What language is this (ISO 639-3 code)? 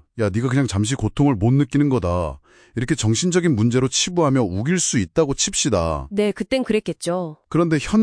kor